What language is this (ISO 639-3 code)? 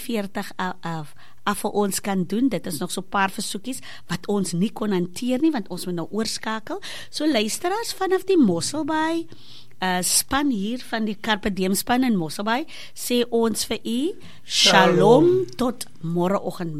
afr